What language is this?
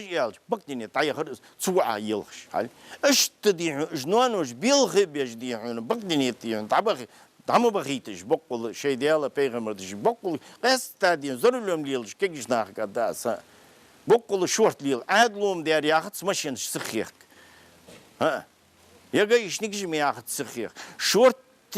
Ingush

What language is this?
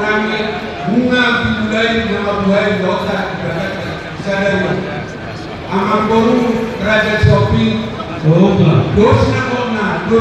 Batak Toba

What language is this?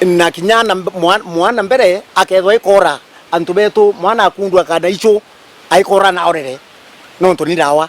Meru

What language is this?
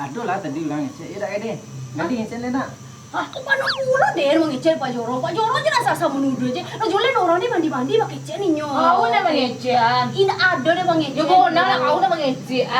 Minangkabau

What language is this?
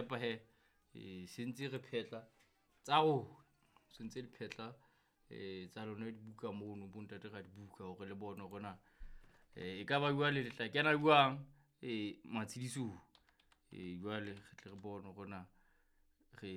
Southern Sotho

